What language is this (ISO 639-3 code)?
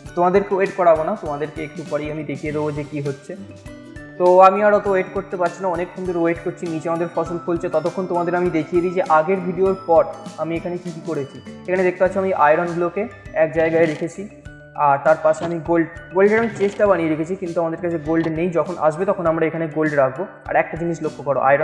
ben